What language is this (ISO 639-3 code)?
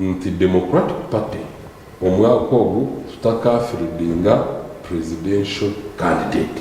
nyn